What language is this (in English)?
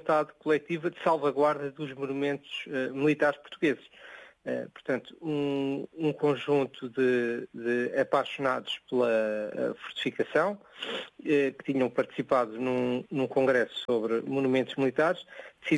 Portuguese